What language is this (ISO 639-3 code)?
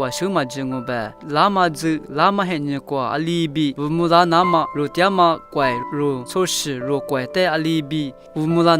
lis